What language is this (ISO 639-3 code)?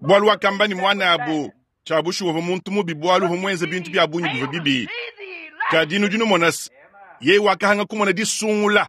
lua